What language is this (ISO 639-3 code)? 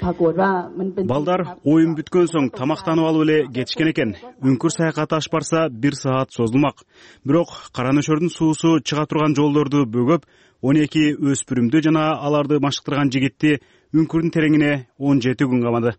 kir